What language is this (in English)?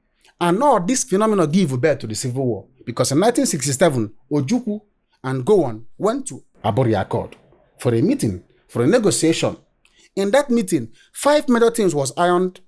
Igbo